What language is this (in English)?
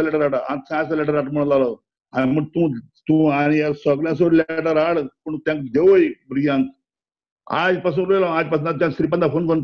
Konkani